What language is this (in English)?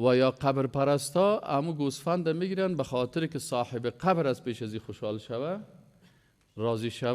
Persian